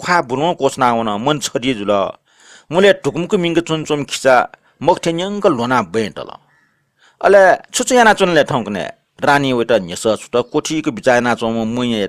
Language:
Newari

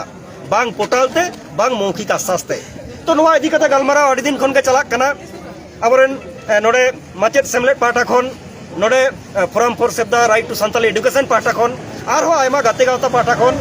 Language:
Santali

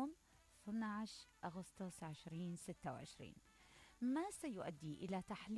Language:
Mesopotamian Arabic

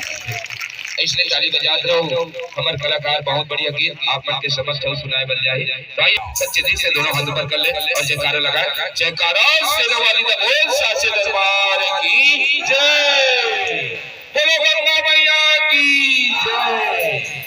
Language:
Chhattisgarhi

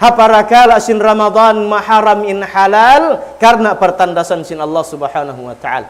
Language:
Tausug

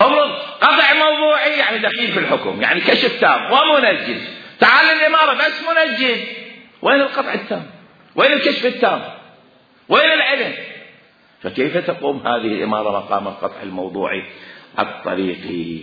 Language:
Mesopotamian Arabic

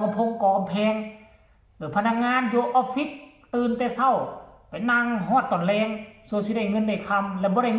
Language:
Northeastern Thai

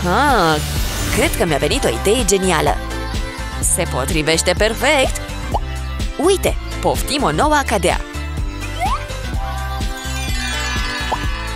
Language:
Romanian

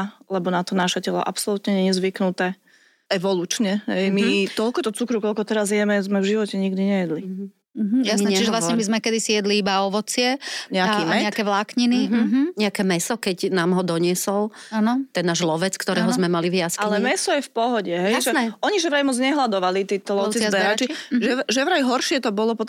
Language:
Slovak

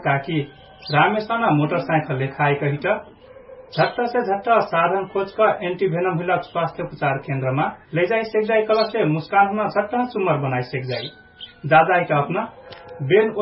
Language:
Dangaura Tharu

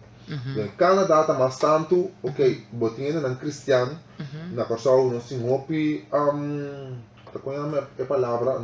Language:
Papiamento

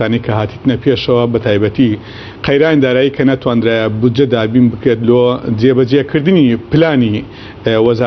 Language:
Central Kurdish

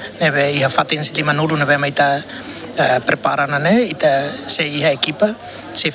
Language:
Tetum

